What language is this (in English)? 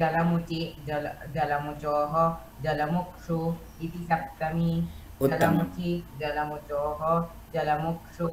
Sanskrit